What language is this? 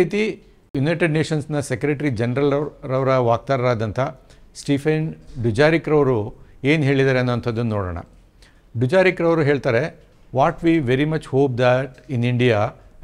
Kannada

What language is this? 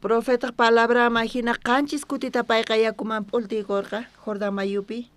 South Bolivian Quechua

